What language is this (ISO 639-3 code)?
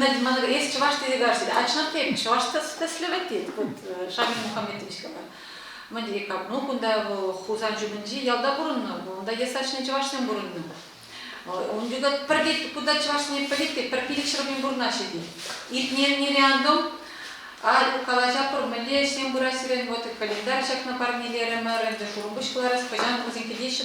chv